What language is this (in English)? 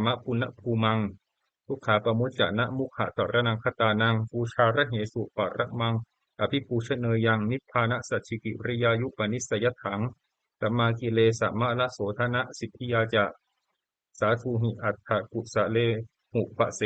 Pali